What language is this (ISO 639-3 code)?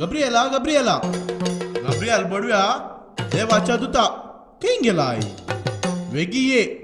kok